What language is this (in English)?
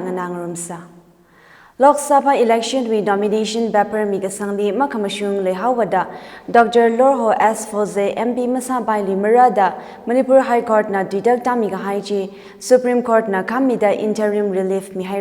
Tangkhul Naga (India)